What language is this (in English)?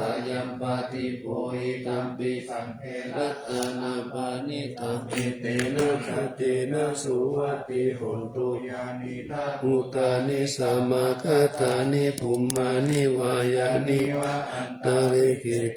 Pali